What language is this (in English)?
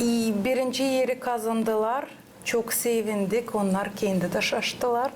Gagauz